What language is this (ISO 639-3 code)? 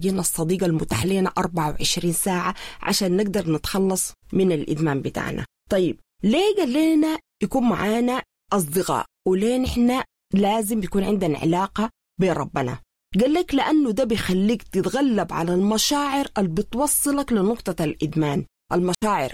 apd